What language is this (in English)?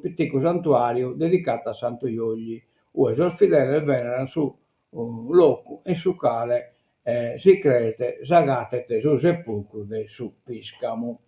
Sardinian